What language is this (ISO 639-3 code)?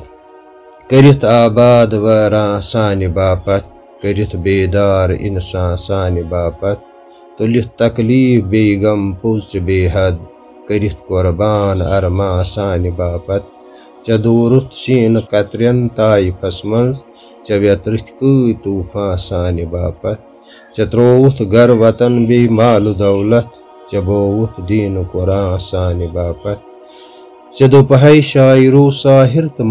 kas